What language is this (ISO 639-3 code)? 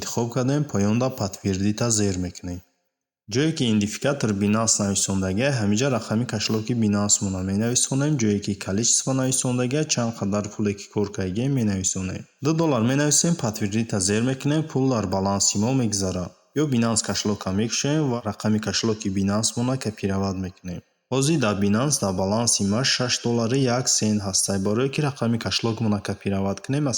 tgk